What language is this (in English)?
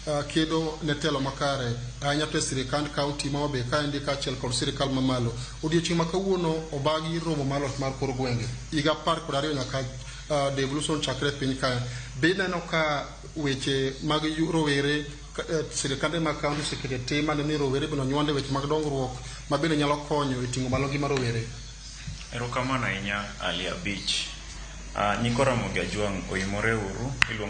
Luo (Kenya and Tanzania)